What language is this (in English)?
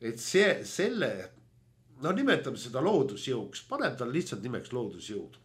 Estonian